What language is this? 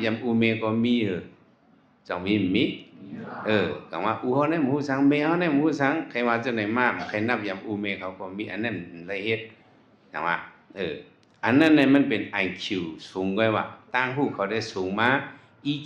Shan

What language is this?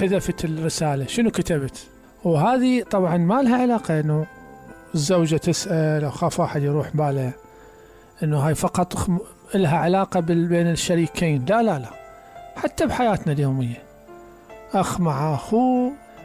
Mesopotamian Arabic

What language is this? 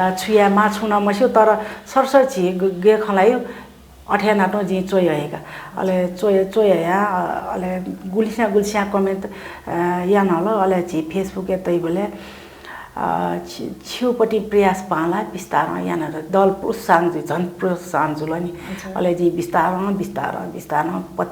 Newari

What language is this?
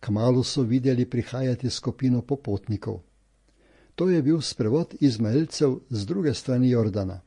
Slovenian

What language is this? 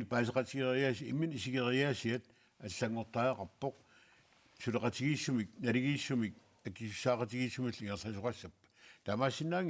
Kalaallisut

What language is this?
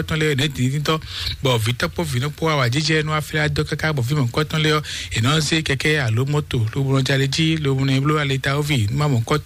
Fon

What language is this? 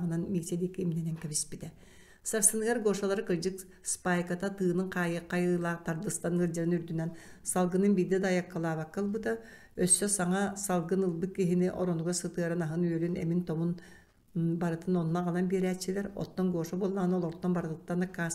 Yakut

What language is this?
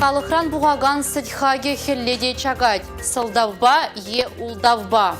Chuvash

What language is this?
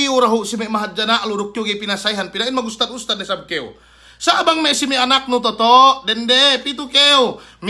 Yakan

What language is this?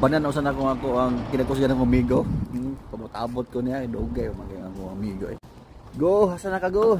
Cebuano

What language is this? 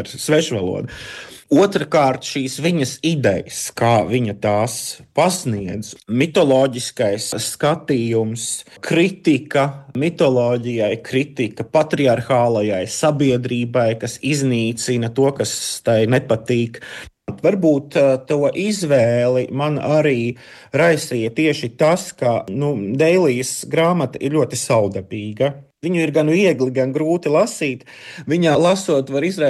Latvian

